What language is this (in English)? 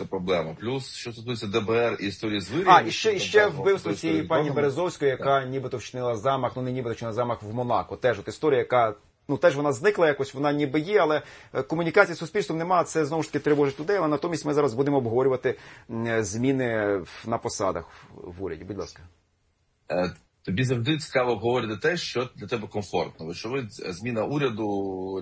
Ukrainian